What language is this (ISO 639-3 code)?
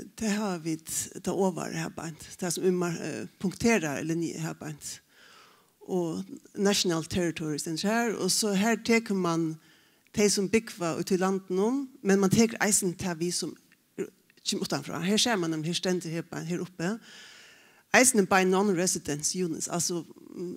fao